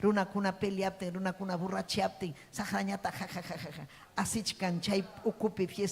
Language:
Ayacucho Quechua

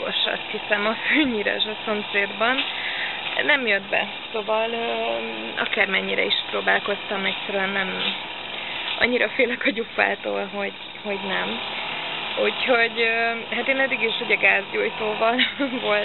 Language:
Hungarian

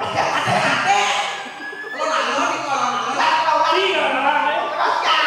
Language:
Balinese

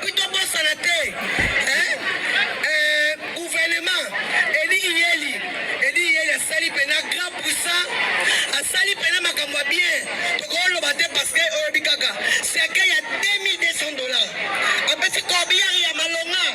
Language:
Lingala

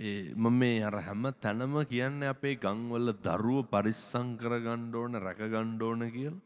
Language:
Sinhala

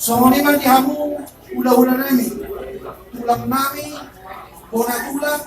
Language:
Batak Toba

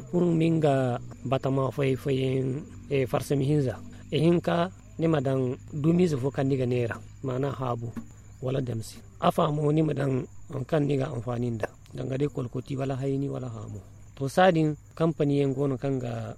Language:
Zarma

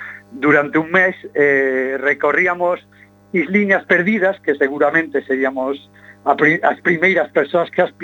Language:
Galician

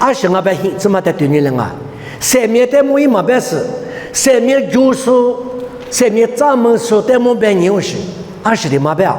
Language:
Lisu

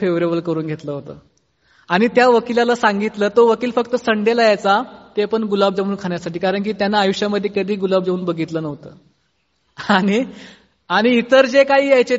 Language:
Marathi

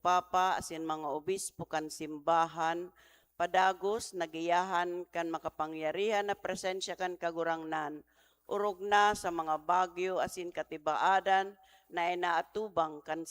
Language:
Bikol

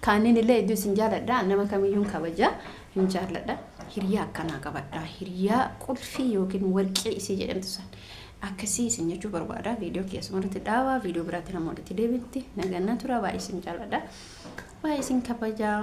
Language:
Oromo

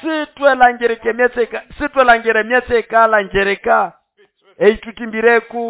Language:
Nande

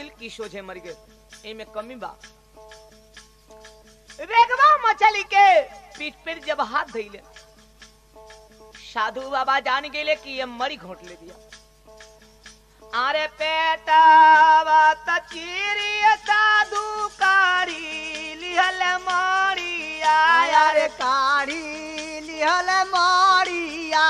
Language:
Bhojpuri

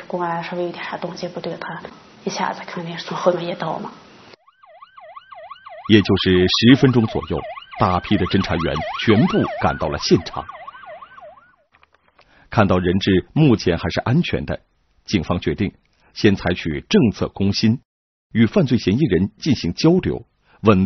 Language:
Chinese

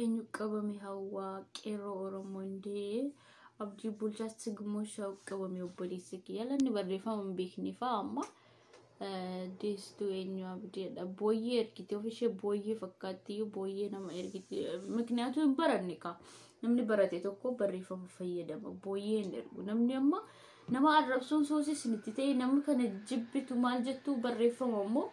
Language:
Oromo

